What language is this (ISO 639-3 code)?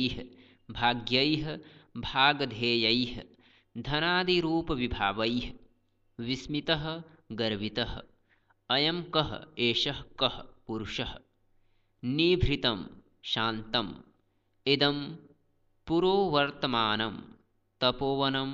san